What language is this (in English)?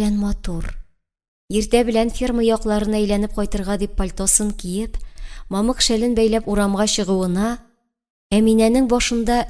Tatar